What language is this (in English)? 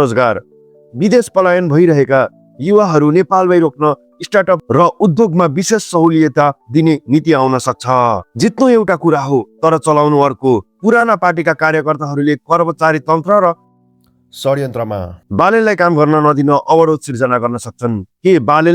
Nepali